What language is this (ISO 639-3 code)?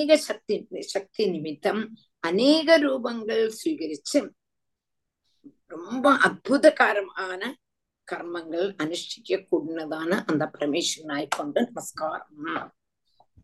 tam